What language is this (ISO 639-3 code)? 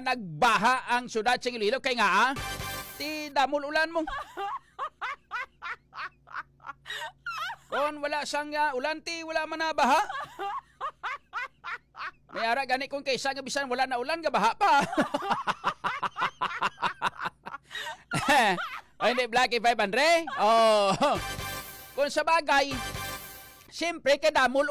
hil